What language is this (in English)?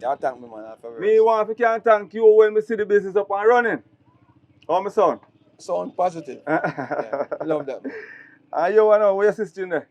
Jamaican Creole English